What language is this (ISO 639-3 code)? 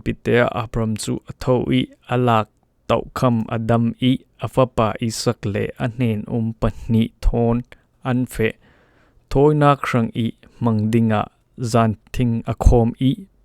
cfm